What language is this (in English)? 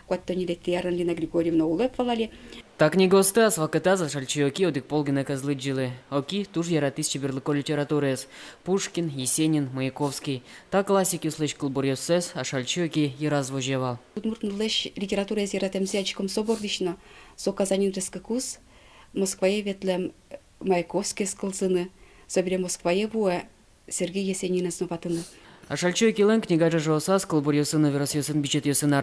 Udmurt